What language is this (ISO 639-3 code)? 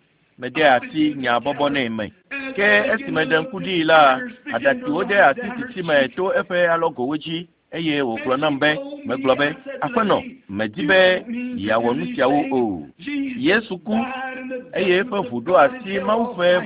ewe